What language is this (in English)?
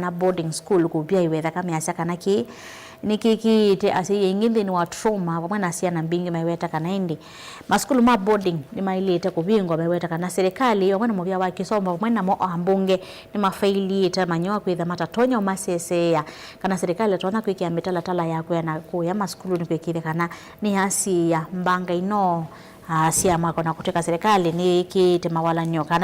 Kamba